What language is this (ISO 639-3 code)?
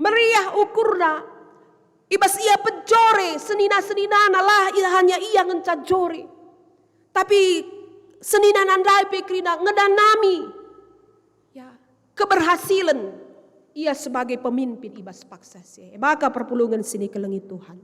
btx